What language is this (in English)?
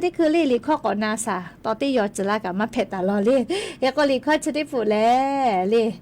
Lahu